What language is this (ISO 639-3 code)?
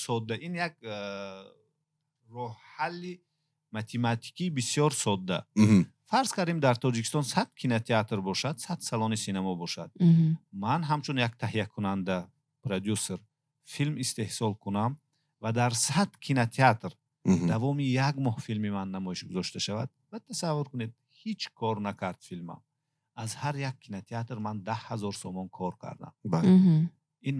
tgk